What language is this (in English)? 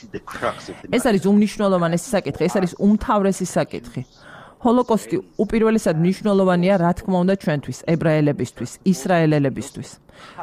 Georgian